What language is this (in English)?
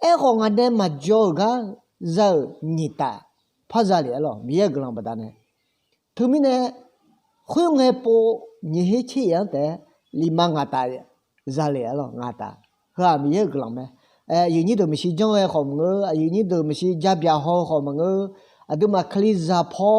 Akha